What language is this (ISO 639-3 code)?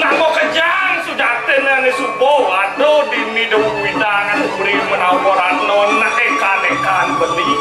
ban